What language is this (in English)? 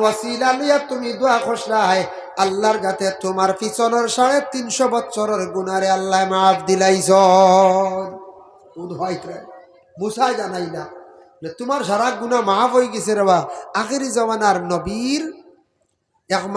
Sylheti